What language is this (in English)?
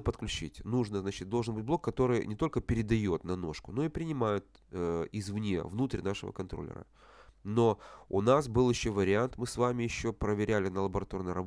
Russian